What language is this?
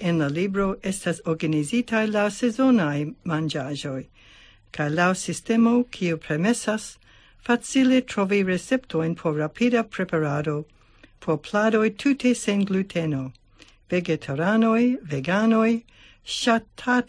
Esperanto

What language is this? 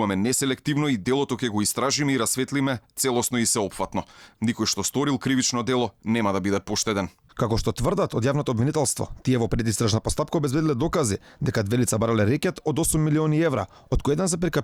Macedonian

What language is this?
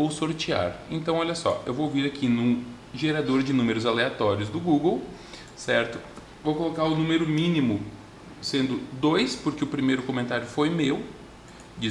Portuguese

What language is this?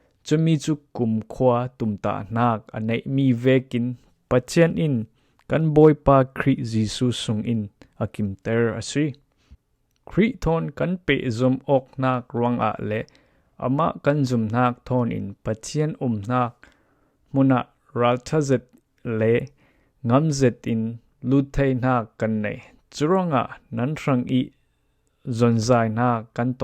Falam Chin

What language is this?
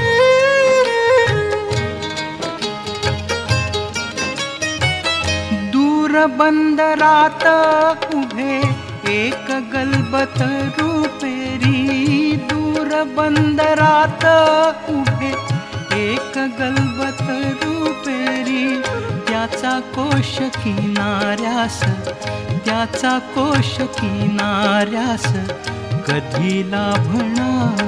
Marathi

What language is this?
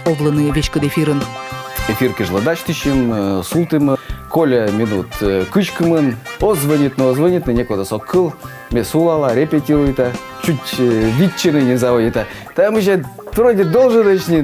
Komi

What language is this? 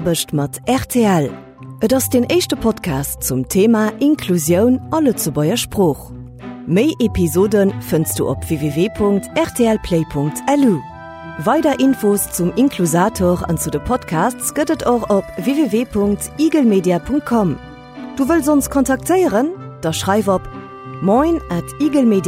Luxembourgish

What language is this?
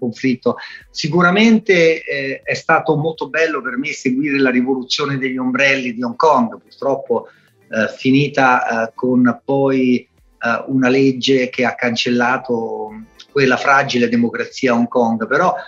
Italian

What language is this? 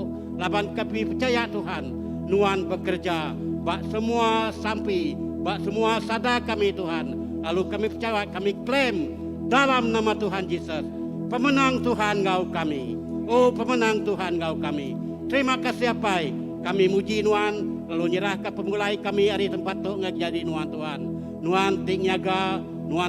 Iban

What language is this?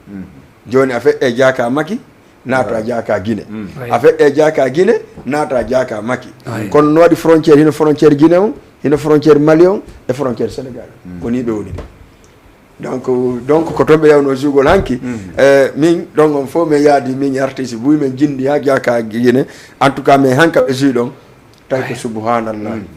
Fula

